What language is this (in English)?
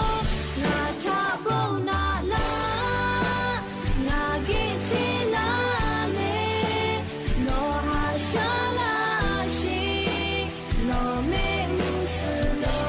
Lahu